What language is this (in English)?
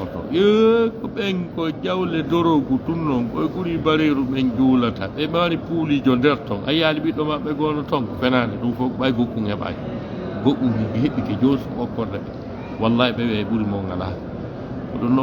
Fula